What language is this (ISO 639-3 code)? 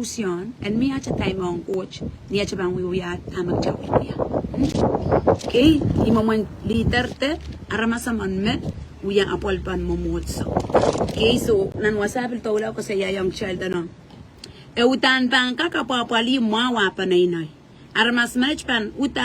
pon